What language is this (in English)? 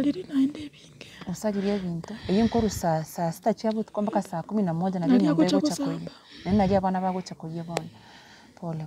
Gusii